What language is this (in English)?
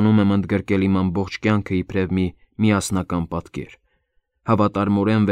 Armenian